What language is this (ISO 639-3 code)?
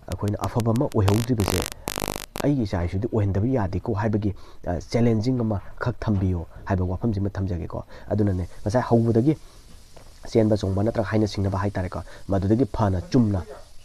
mni